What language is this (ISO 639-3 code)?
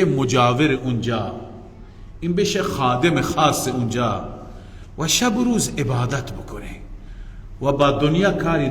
fas